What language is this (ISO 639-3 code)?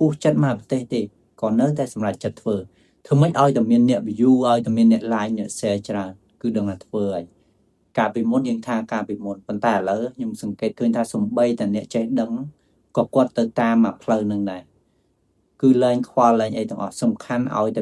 khm